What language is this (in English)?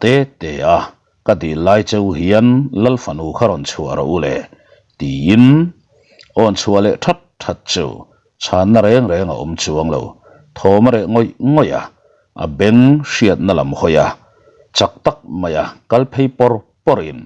Mizo